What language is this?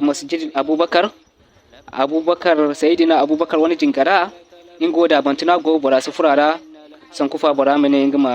Zarma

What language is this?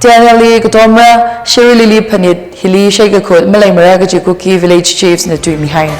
Tangkhul Naga (India)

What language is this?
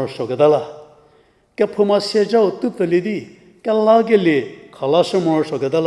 Angami Naga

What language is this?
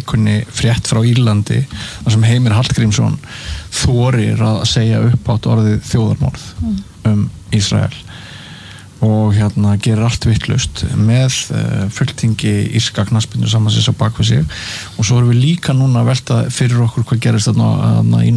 Icelandic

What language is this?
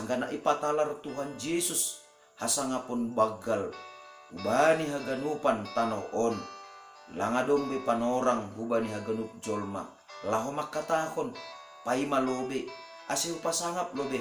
Batak Simalungun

